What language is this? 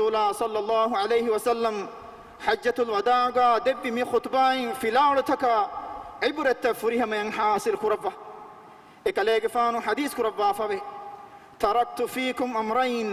Divehi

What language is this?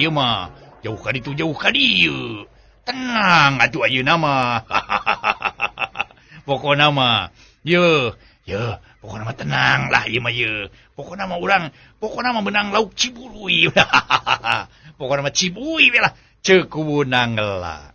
Sundanese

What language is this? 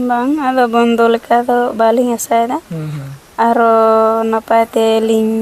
Santali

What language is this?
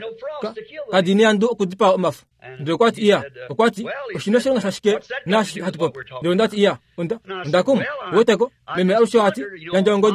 Kuanyama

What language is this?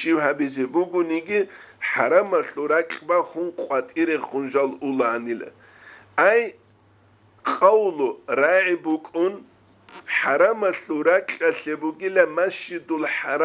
Avaric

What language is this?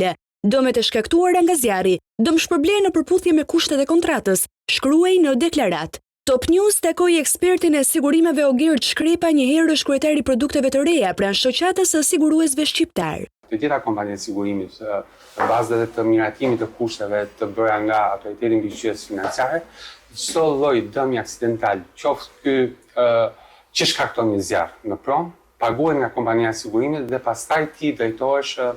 Albanian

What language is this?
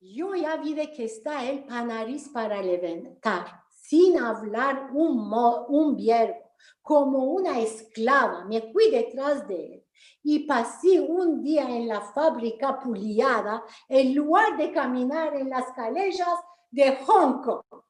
Ladino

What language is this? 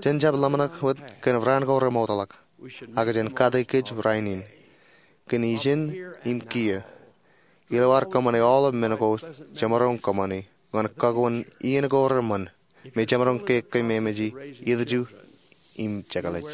Marshallese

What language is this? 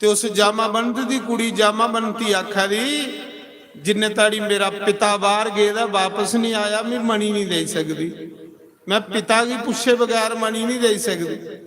Dogri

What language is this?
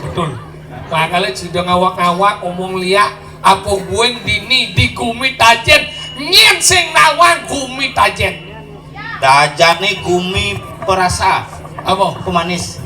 Balinese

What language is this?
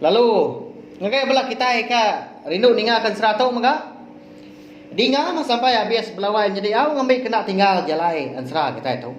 Iban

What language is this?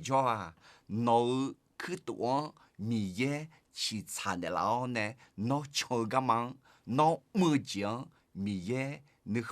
Akha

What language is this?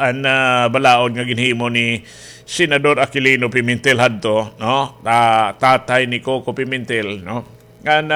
Waray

